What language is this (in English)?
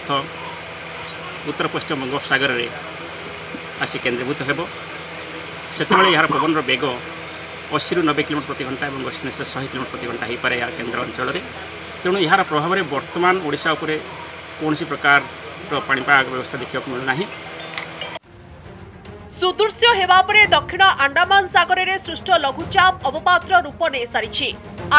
Odia